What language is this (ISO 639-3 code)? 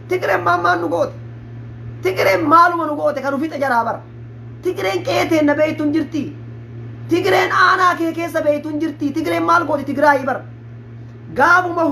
orm